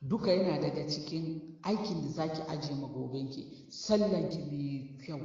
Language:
Hausa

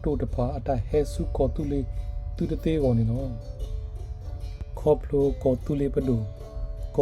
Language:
S'gaw Karen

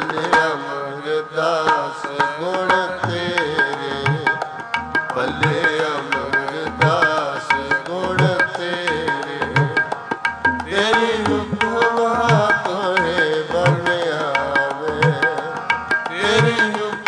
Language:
Punjabi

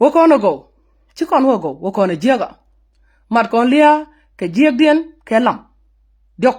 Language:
Nuer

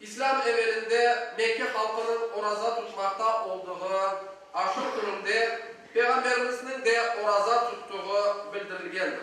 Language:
Crimean Tatar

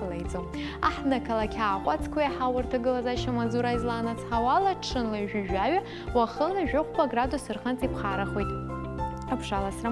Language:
Abkhazian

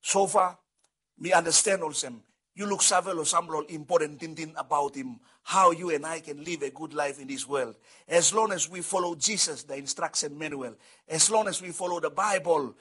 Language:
Bislama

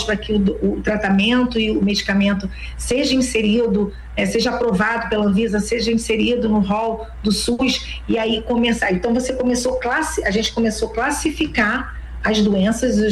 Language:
Portuguese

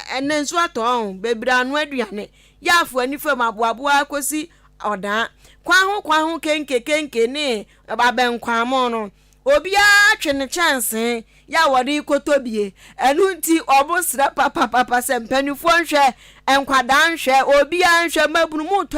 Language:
Akan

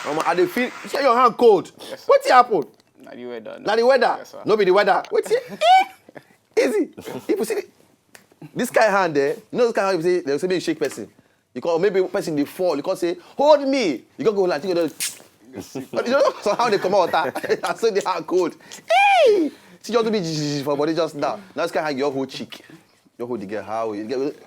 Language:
Nigerian Pidgin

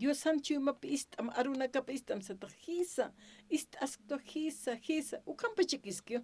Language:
Aymara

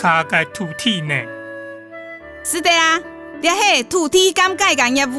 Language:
Hakka Chinese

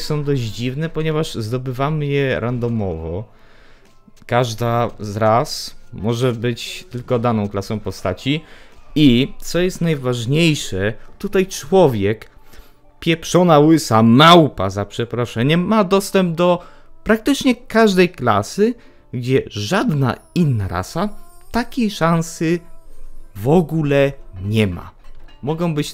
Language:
Polish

